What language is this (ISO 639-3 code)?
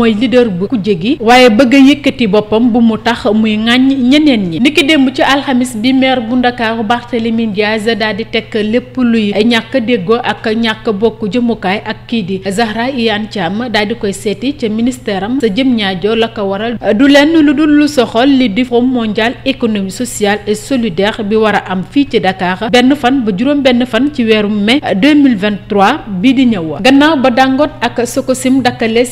wol